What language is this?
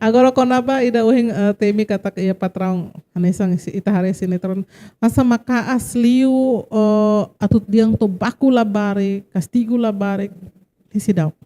Tetum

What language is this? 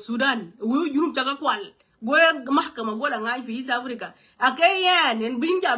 Nuer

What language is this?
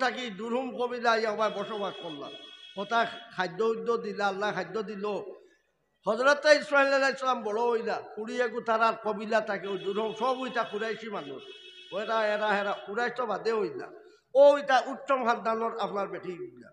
Sylheti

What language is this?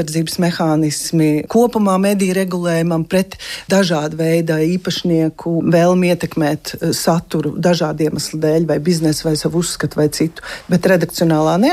Latvian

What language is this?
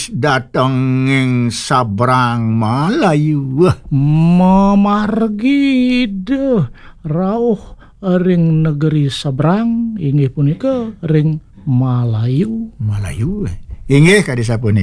Balinese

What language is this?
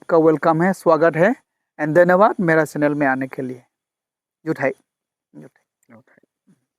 Dimasa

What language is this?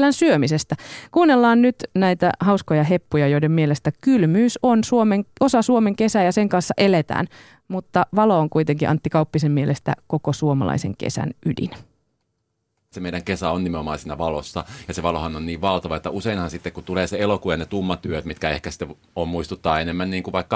Finnish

